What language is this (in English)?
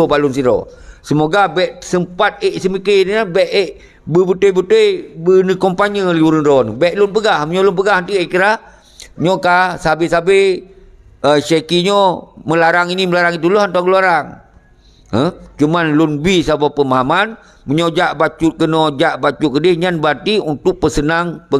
Achinese